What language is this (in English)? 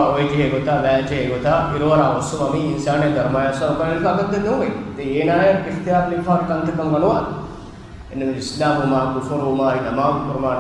Divehi